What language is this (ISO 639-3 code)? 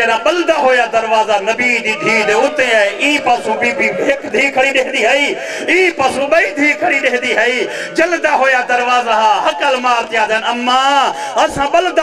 skr